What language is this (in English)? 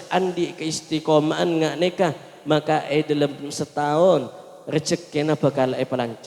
Madurese